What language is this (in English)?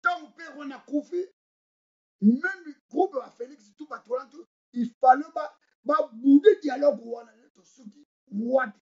Lingala